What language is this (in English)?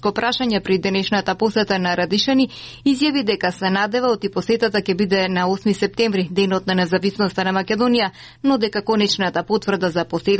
Macedonian